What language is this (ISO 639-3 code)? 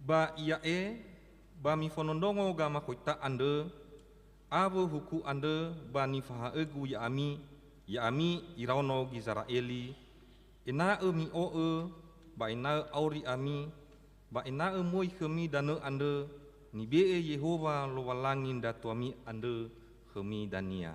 nia